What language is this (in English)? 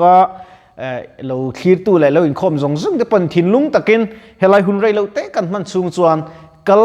Mizo